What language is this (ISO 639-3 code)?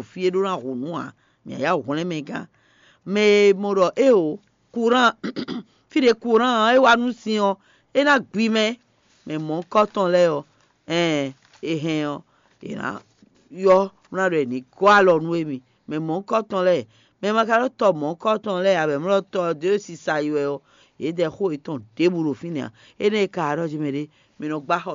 fon